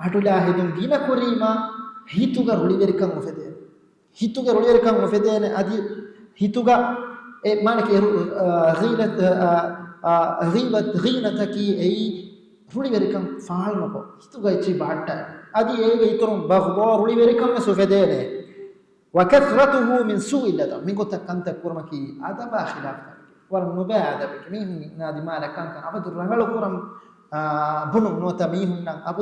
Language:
Divehi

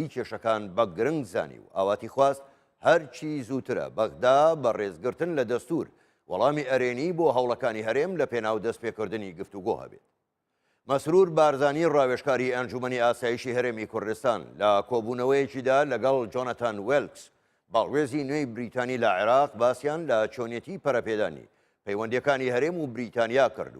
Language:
Central Kurdish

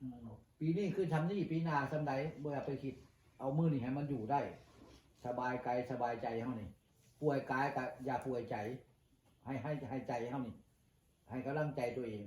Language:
Northeastern Thai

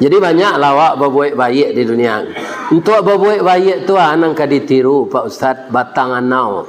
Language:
Minangkabau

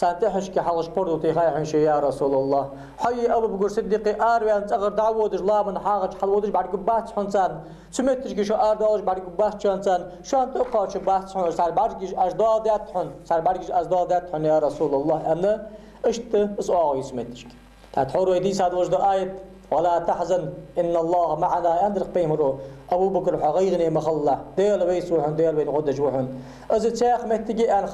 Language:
Ingush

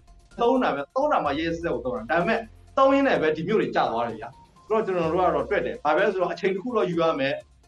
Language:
Burmese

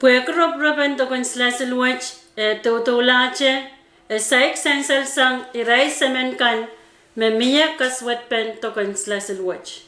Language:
Pohnpeian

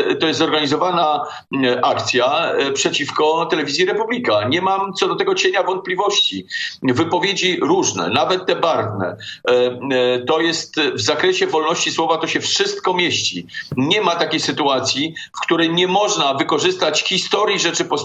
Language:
Polish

